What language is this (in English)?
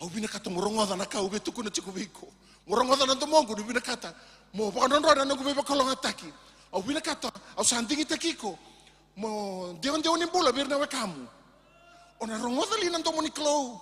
Fijian